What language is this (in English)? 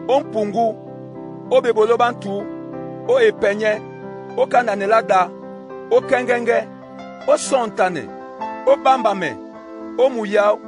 Duala